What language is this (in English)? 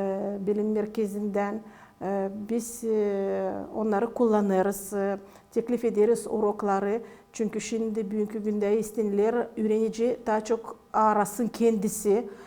Gagauz